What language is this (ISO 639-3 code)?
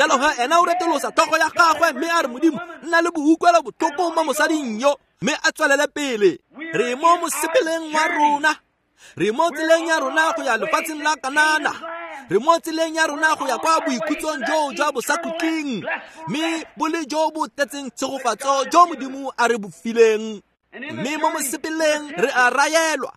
tsn